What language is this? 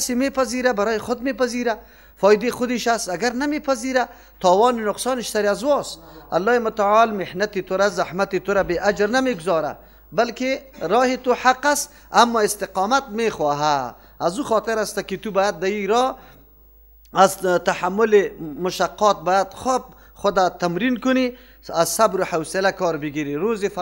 Persian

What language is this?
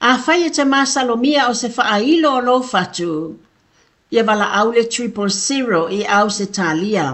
Samoan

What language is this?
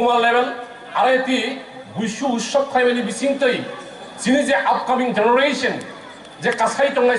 Kok Borok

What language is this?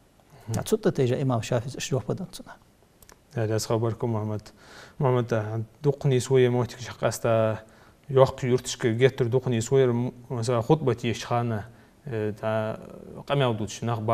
Ingush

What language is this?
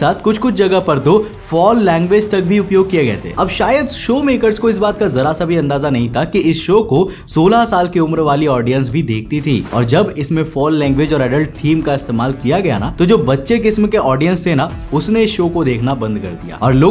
Hindi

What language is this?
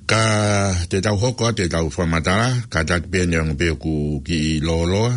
Tongan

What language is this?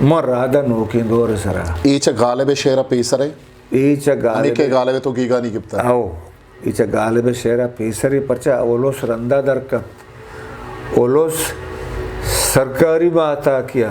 Eastern Balochi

